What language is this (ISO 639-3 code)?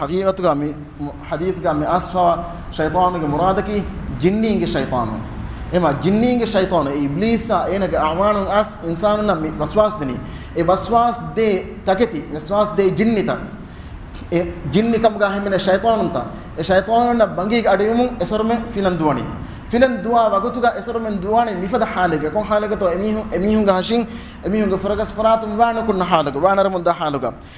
div